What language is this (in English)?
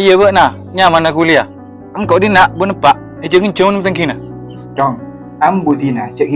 Madurese